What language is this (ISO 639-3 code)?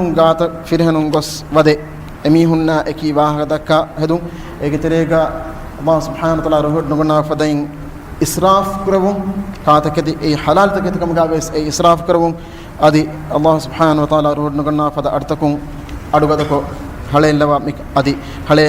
div